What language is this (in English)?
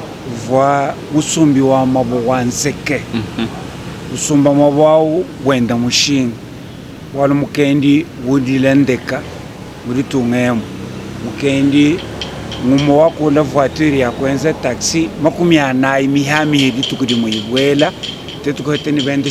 Luba-Lulua